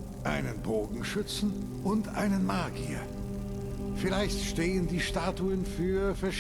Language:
Bavarian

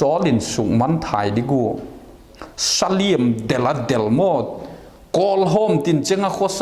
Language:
Vaiphei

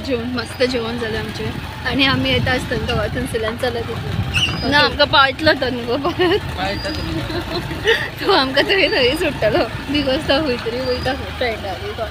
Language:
Konkani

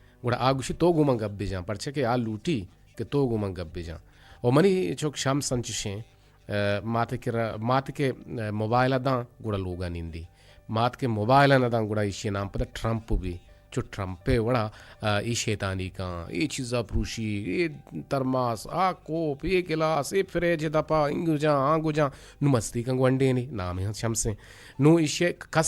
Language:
Eastern Balochi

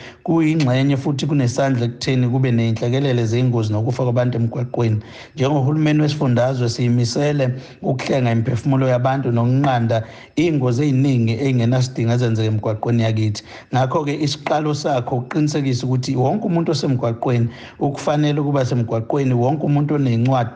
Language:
Zulu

